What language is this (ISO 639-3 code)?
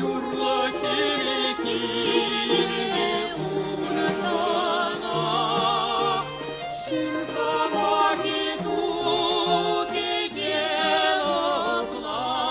chv